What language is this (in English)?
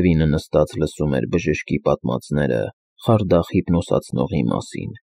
Armenian